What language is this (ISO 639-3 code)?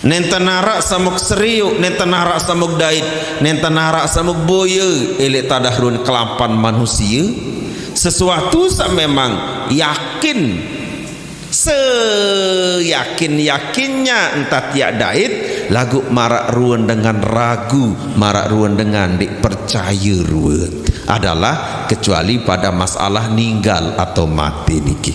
sas